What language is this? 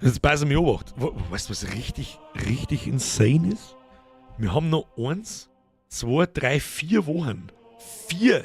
Bavarian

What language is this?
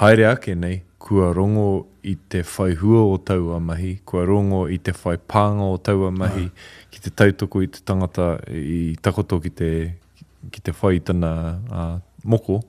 Māori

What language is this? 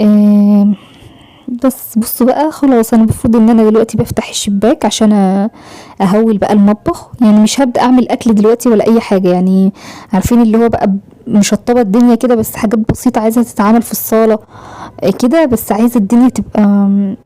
Egyptian Arabic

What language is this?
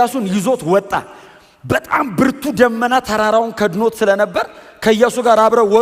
Amharic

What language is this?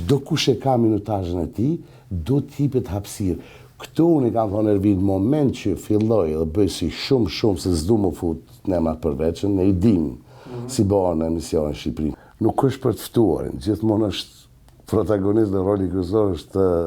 Albanian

